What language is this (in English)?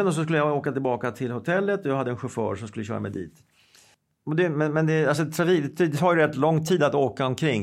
Swedish